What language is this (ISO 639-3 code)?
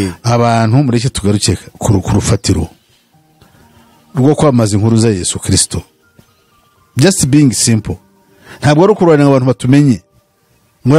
kin